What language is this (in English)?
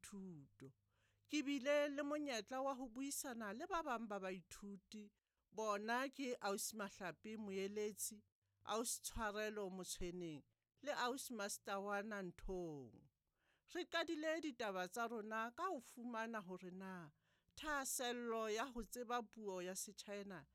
Southern Sotho